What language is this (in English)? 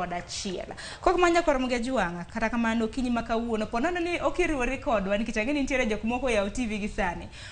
Luo (Kenya and Tanzania)